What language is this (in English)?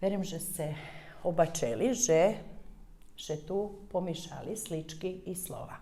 Rusyn